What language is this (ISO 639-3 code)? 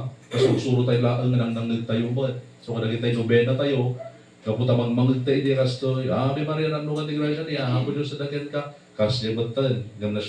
ilo